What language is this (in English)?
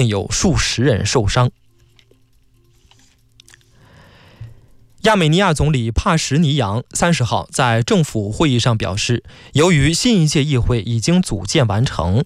Chinese